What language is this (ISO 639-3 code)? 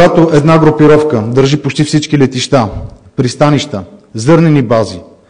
bul